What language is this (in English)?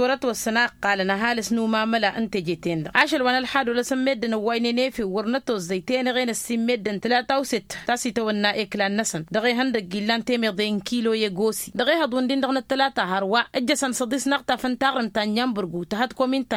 Tamasheq